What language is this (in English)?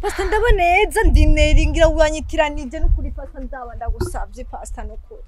Rundi